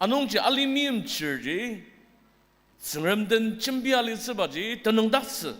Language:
Ao Naga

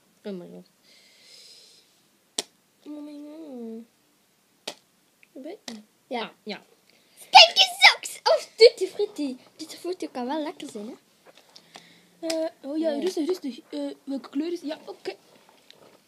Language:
Dutch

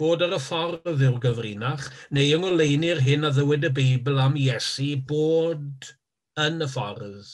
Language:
Welsh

